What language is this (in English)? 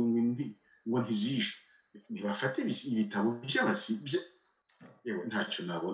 Kinyarwanda